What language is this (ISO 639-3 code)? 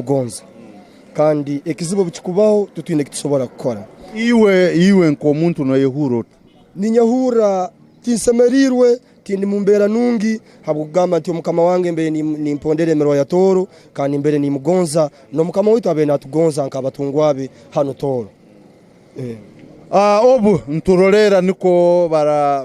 ttj